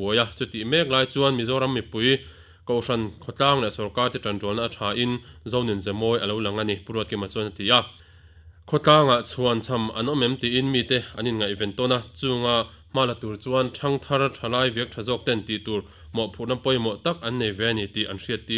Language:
Mizo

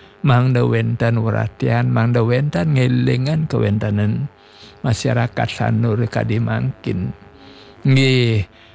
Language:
Balinese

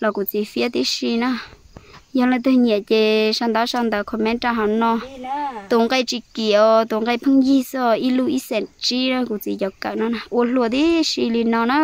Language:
Hmong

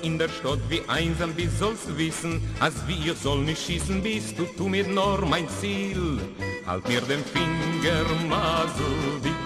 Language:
Yiddish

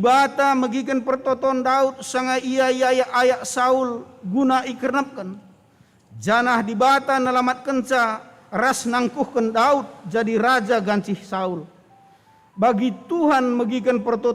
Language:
Batak Karo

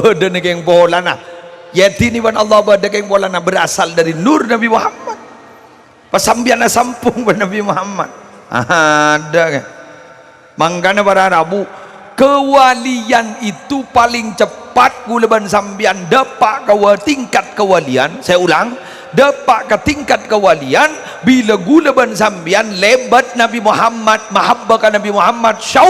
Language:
Madurese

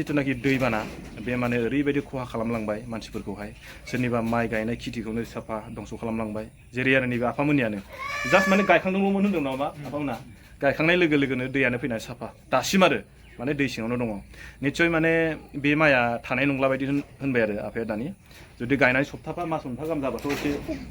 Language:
Bodo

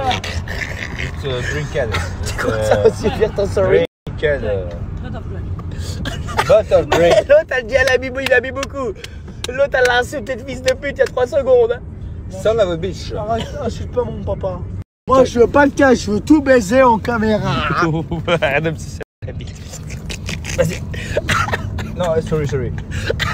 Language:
French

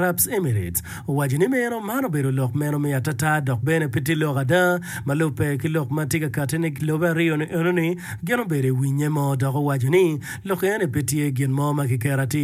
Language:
Acoli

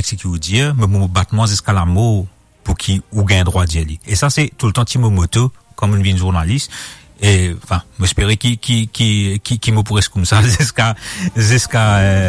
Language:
Morisyen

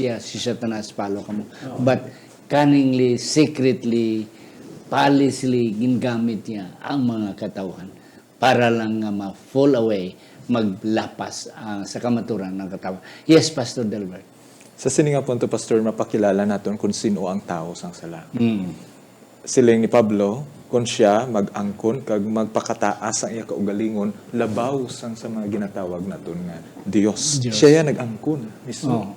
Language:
Hiligaynon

